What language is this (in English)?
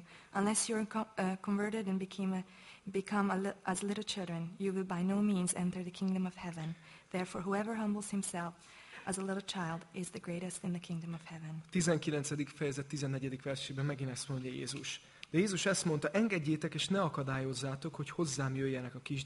Hungarian